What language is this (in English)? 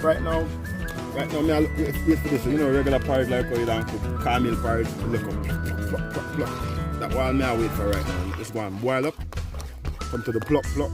Jamaican Creole English